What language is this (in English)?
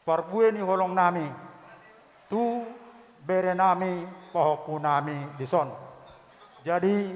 Batak Toba